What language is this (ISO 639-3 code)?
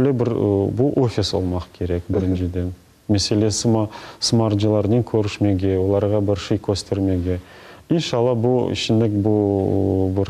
crh